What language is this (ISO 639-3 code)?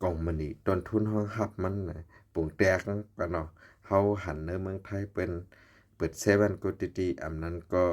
shn